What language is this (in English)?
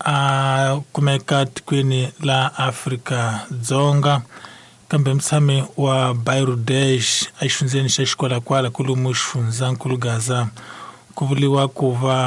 Tsonga